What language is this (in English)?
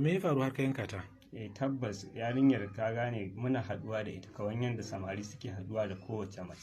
Hausa